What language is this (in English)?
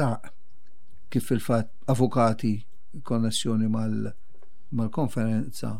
Maltese